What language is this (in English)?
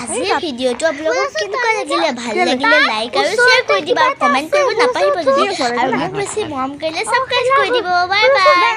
Assamese